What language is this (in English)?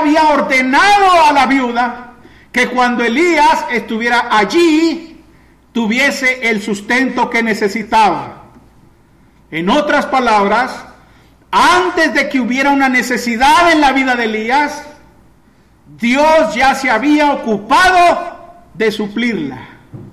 Spanish